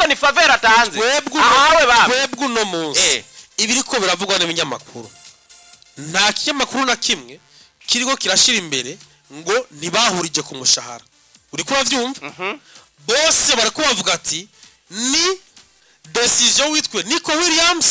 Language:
Rundi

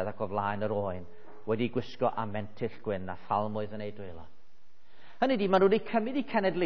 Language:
Welsh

